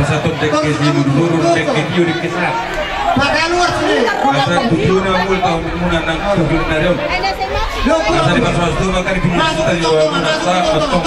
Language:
Batak Toba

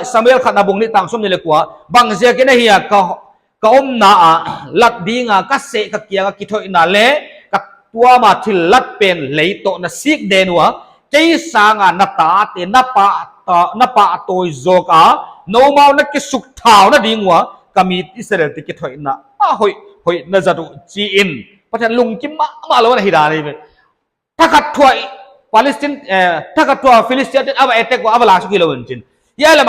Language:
Paite Chin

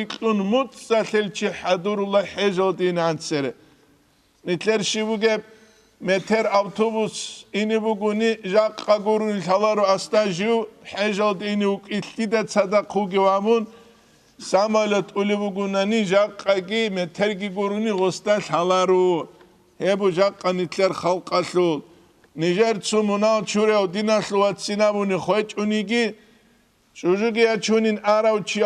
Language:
Avaric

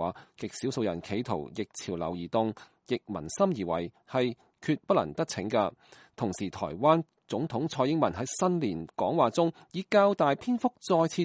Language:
Cantonese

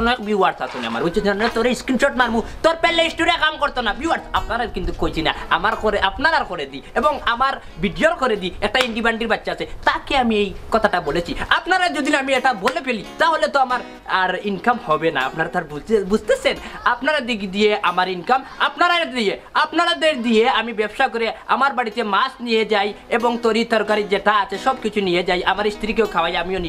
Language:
Sylheti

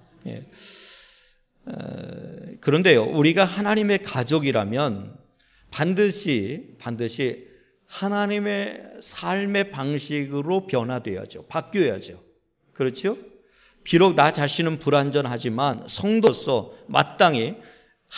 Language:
Korean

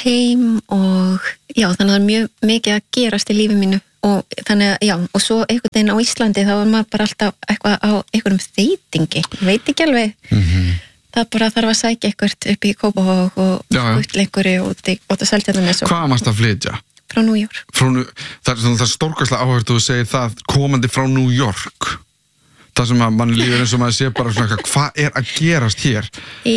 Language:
Icelandic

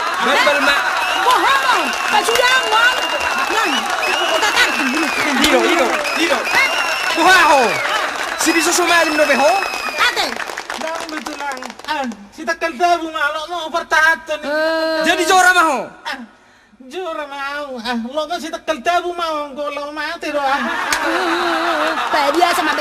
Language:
Batak Toba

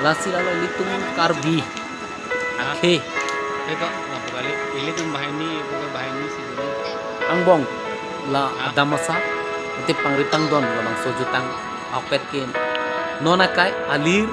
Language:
Karbi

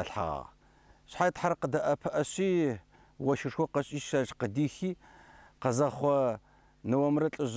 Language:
Adyghe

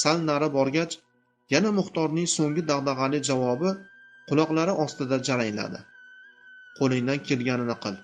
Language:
Uzbek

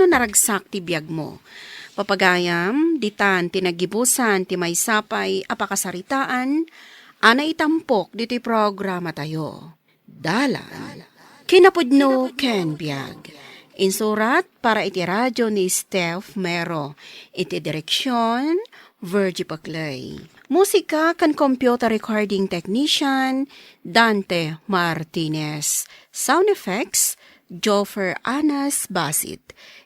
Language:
Iloko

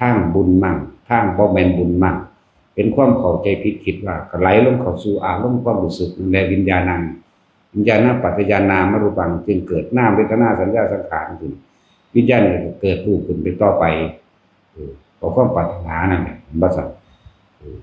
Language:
Northeastern Thai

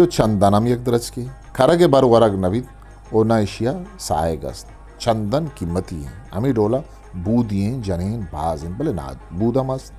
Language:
Eastern Balochi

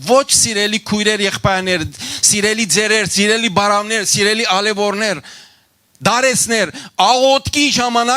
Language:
Western Armenian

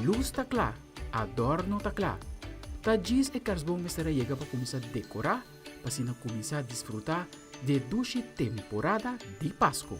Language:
Papiamento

